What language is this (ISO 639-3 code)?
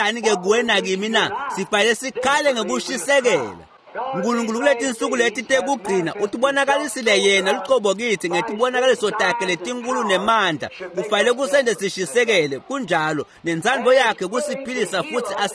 ssw